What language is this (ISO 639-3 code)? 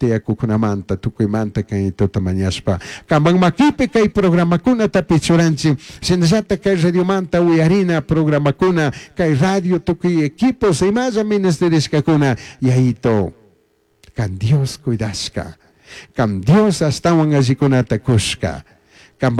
qug